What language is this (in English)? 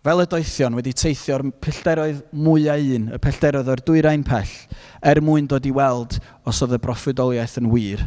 Welsh